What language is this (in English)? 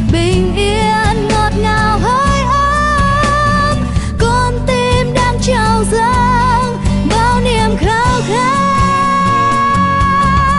Vietnamese